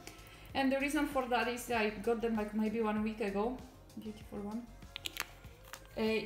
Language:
English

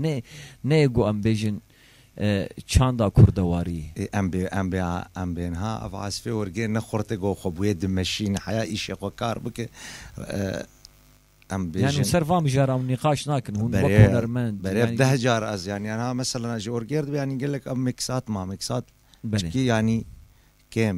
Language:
Kurdish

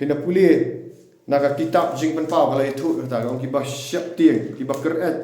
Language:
Khasi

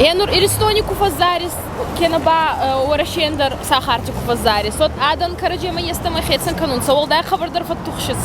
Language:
Ossetic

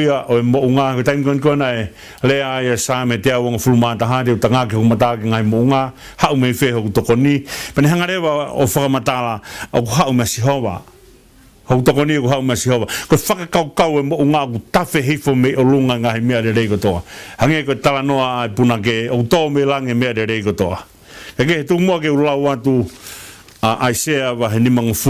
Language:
Tongan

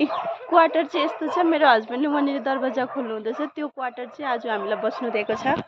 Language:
Nepali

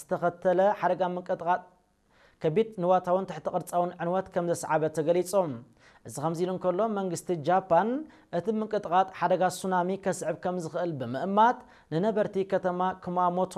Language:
Tigrinya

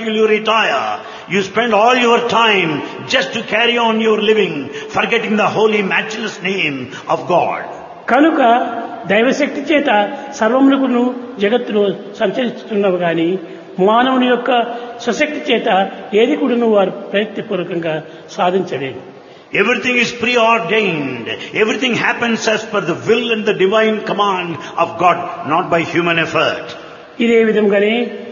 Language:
Telugu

